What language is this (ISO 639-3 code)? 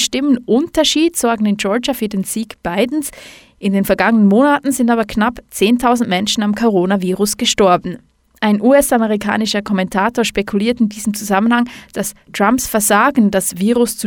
deu